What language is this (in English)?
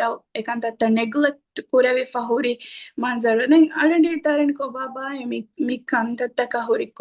Divehi